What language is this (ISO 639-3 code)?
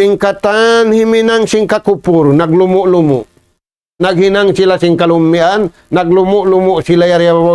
tsg